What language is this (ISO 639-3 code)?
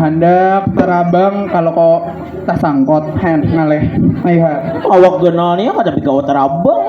bjn